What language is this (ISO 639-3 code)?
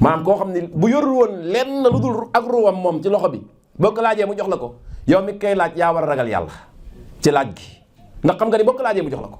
wol